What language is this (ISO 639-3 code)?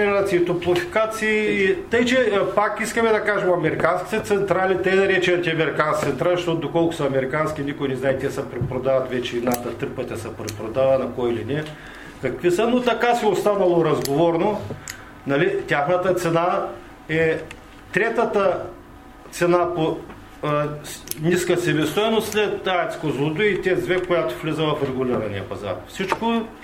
bul